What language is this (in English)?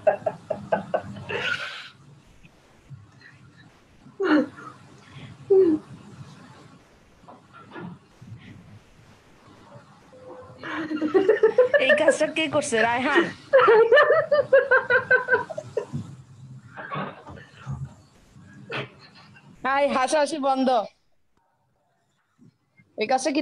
Bangla